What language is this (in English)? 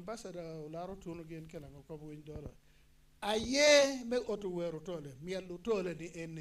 Acoli